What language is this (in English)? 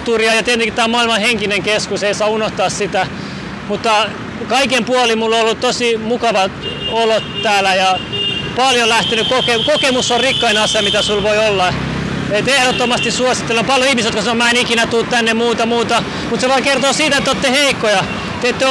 Finnish